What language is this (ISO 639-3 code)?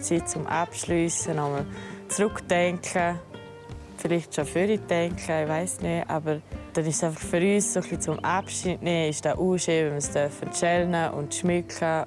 gsw